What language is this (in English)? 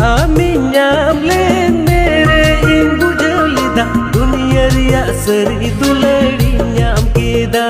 Santali